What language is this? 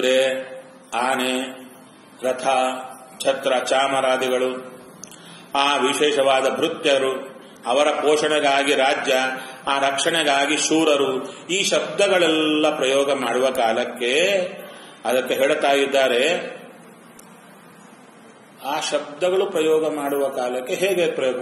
Kannada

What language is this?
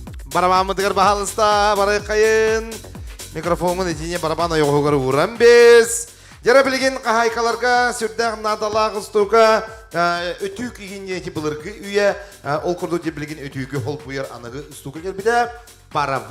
Yakut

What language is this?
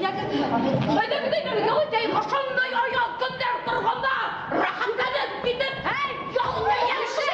Bashkir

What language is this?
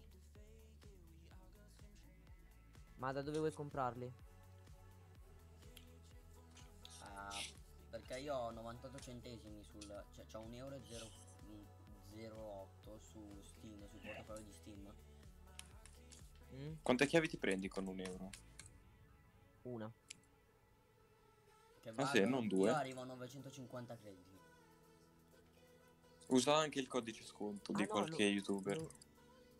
Italian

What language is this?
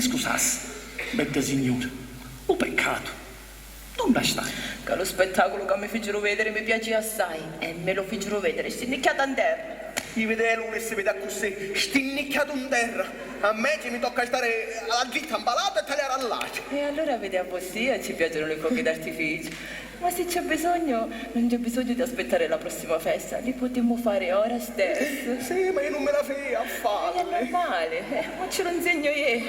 Sicilian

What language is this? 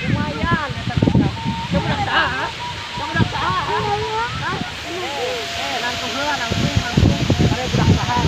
Sundanese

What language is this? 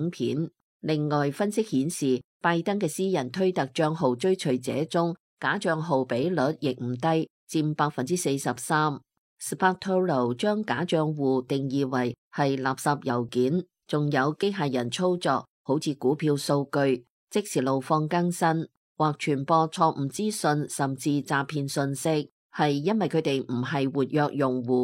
Cantonese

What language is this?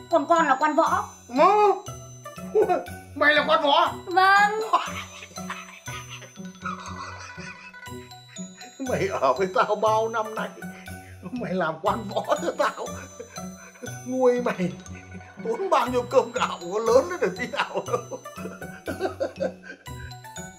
Vietnamese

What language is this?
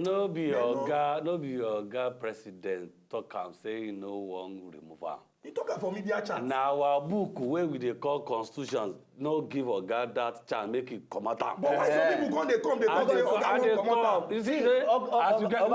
Nigerian Pidgin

